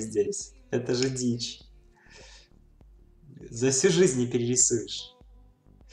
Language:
Russian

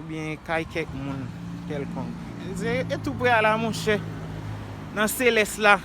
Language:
Haitian Creole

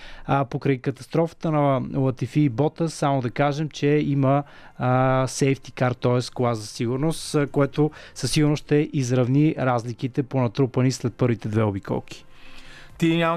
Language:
Bulgarian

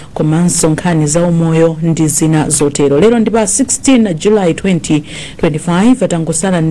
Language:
Nyanja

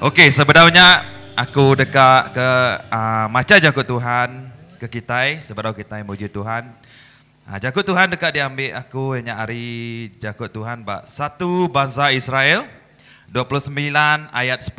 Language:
Iban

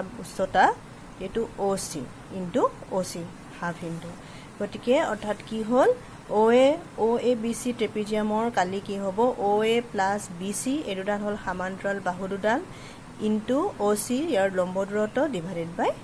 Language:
Assamese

